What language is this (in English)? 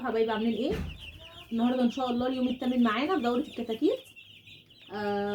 Egyptian Arabic